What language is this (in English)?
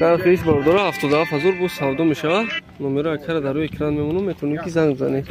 Tajik